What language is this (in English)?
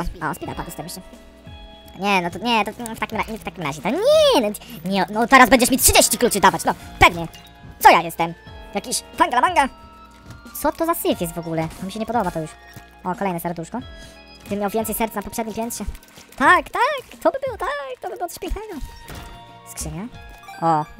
Polish